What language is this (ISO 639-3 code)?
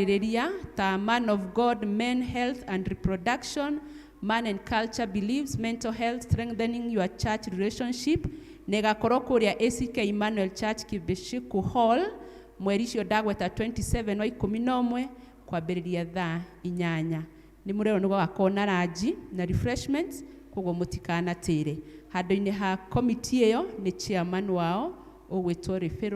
kik